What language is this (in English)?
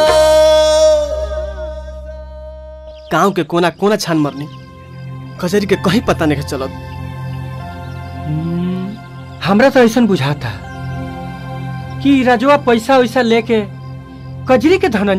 Bhojpuri